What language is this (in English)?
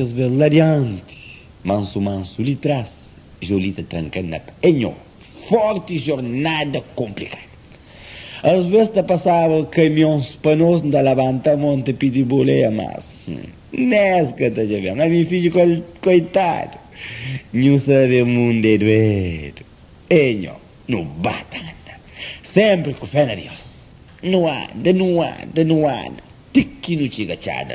Kabuverdianu